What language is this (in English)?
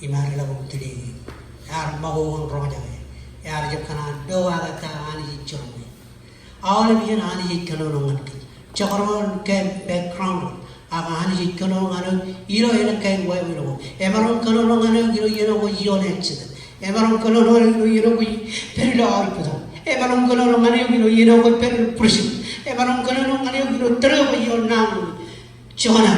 Marshallese